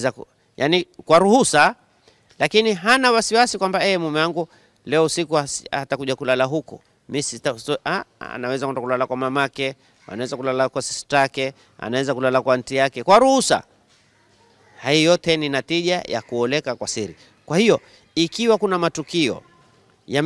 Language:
Swahili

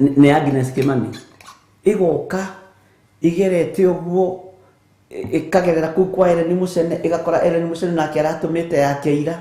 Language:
Kikuyu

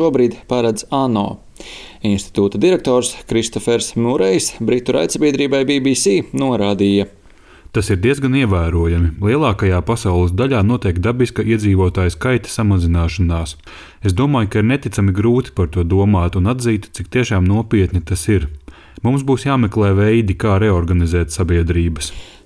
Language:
Latvian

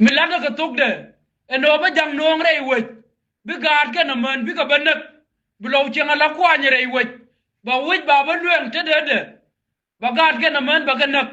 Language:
Nuer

